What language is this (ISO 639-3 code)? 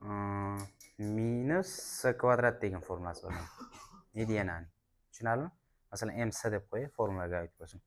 uzb